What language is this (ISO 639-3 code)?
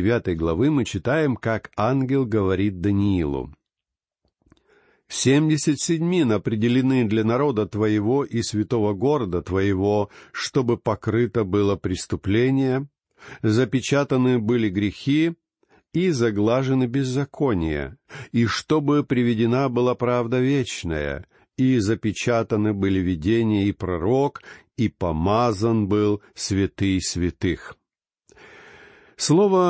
rus